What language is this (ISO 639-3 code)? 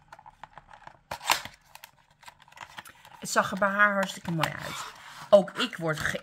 nld